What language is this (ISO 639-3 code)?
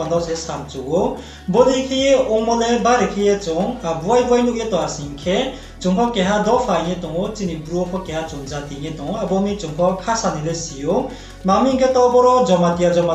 ria